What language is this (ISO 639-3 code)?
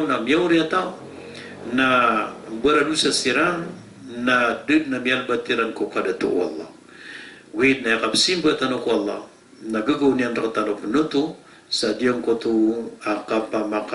mrw